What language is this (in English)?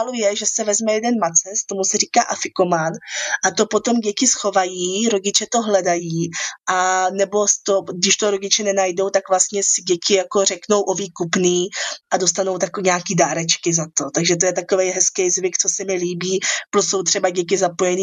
Czech